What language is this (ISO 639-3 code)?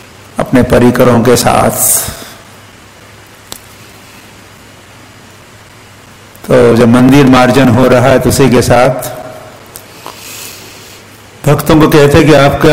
hin